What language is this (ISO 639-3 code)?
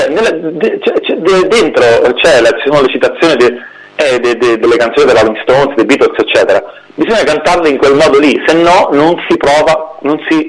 ita